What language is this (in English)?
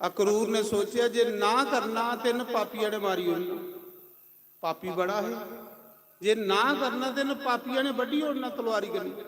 Dogri